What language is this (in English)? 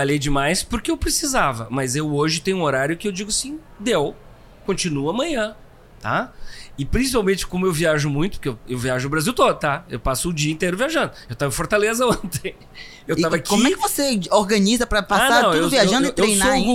Portuguese